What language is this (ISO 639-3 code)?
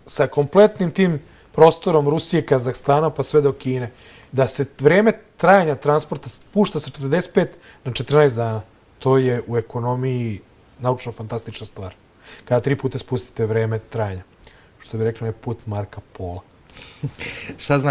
srp